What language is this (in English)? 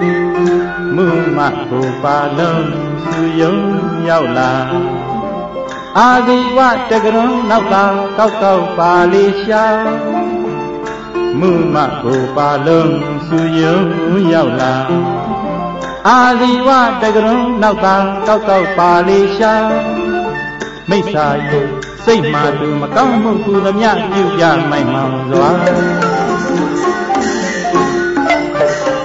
Burmese